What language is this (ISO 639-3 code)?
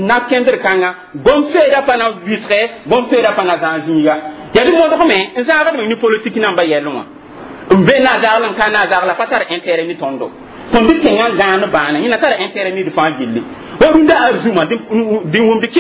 mos